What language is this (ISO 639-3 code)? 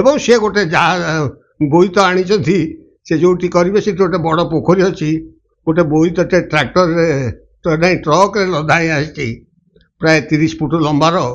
ori